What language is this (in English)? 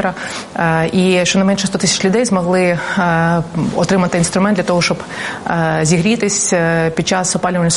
Ukrainian